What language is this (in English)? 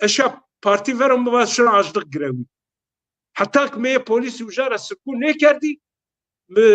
Zaza